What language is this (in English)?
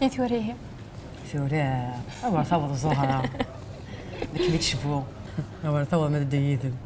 Kabyle